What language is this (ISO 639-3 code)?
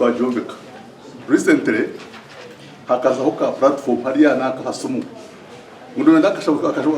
nyn